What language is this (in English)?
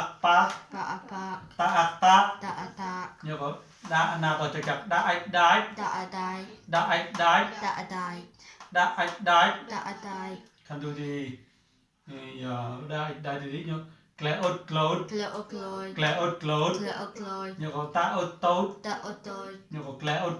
Mon